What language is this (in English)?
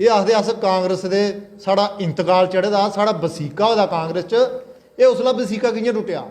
Dogri